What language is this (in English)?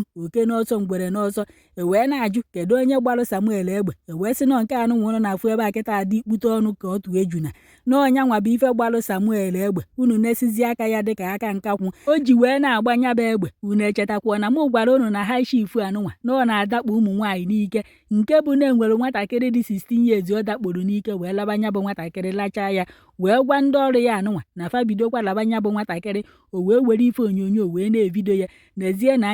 Igbo